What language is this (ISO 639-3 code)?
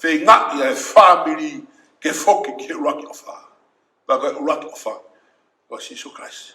ton